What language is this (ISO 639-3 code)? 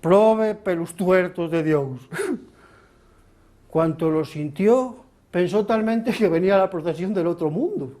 ast